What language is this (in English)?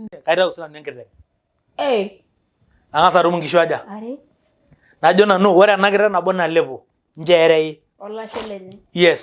Masai